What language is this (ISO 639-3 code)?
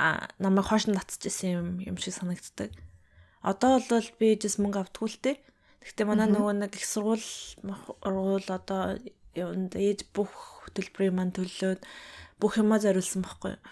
mon